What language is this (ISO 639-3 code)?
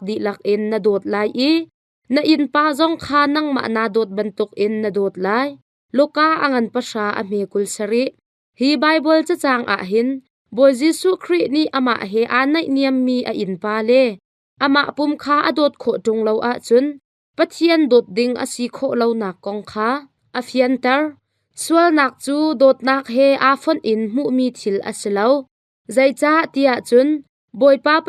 cnh